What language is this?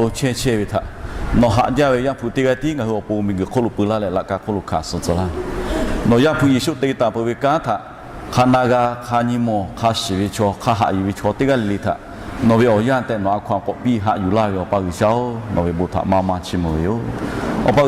Lahu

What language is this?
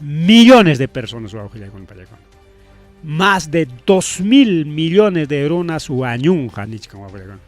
Ayacucho Quechua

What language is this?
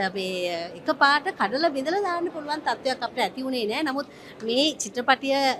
Sinhala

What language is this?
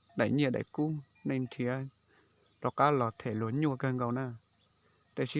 Hmong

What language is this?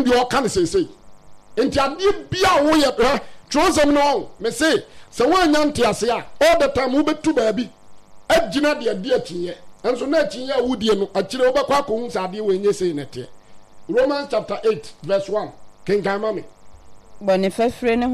Akan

